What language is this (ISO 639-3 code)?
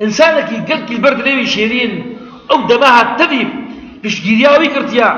kur